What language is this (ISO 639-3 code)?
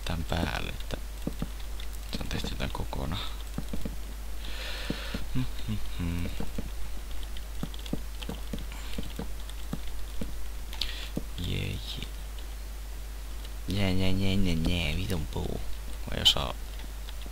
fin